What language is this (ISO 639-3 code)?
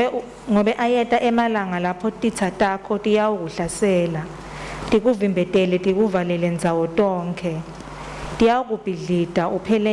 ssw